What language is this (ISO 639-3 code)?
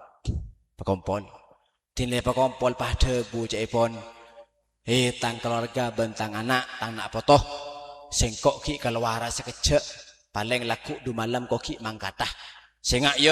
mad